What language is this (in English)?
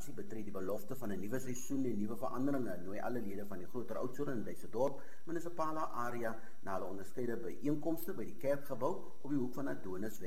Afrikaans